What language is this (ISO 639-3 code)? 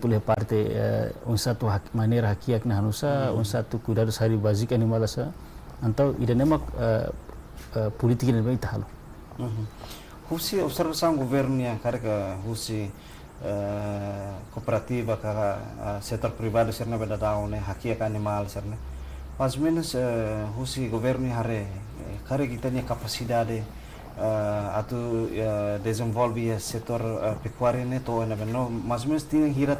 tet